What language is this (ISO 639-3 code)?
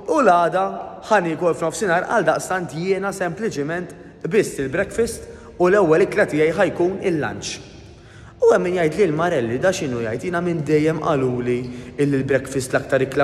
mlt